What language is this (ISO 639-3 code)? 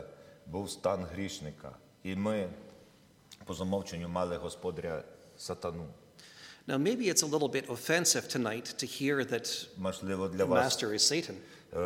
ukr